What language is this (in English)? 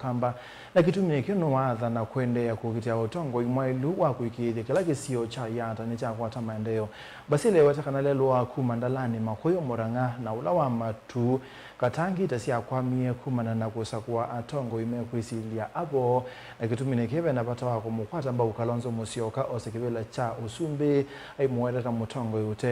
Kamba